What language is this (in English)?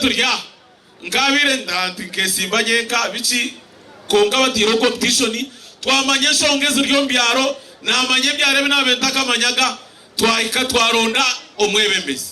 Nyankole